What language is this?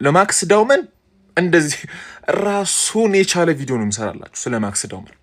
Amharic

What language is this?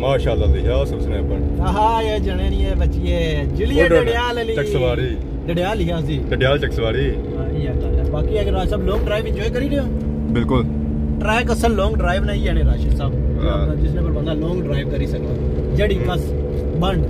Pahari-Potwari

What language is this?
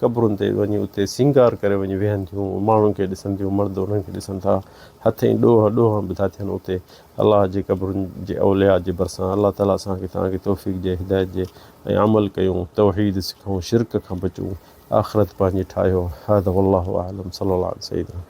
Sindhi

